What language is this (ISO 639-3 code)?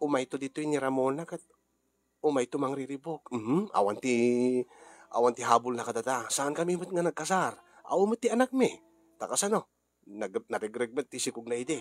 ilo